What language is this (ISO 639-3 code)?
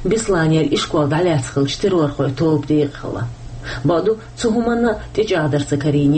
che